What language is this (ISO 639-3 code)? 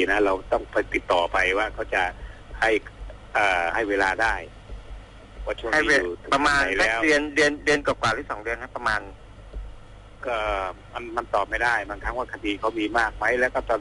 tha